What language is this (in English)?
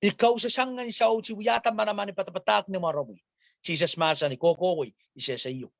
Pohnpeian